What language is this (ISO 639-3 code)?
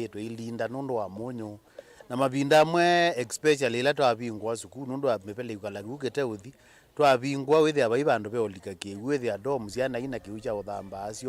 kam